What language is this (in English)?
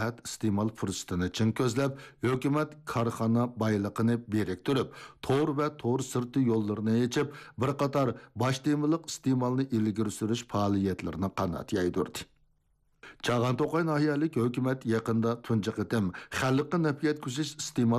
Uyghur